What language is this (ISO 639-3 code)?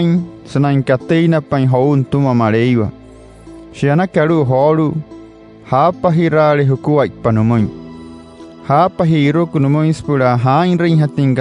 guc